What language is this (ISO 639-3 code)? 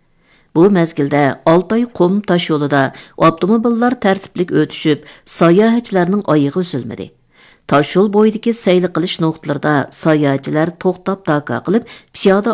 uig